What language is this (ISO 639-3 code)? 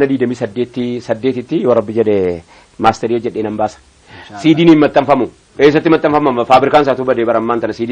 orm